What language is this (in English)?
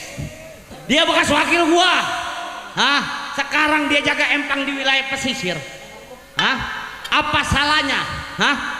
Betawi